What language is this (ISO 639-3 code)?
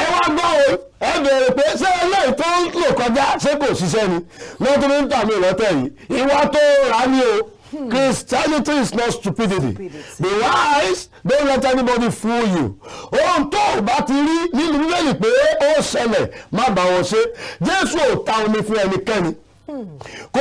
yor